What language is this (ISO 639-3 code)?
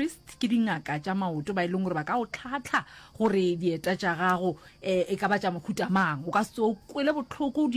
nso